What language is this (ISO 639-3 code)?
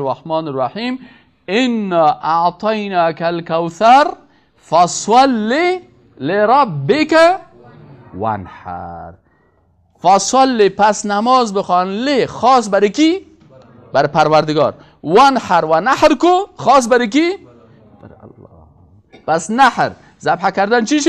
fas